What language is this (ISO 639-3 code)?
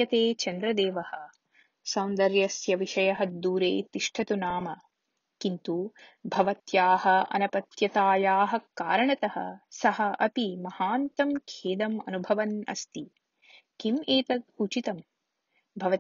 san